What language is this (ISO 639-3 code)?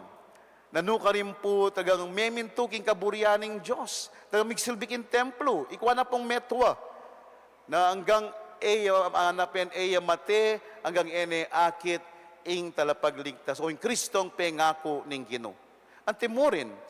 pam